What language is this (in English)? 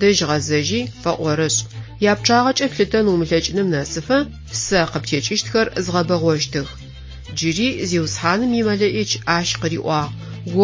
Adyghe